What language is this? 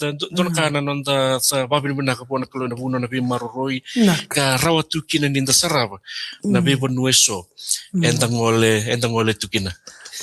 Fijian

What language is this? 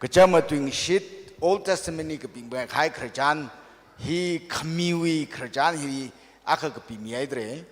Tangkhul Naga (India)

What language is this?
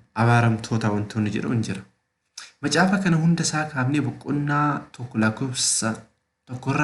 Oromo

